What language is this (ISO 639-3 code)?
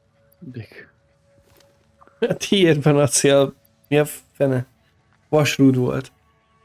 hun